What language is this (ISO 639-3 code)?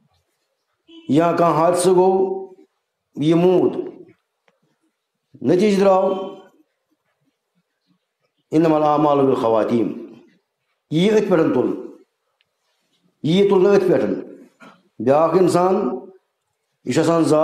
kas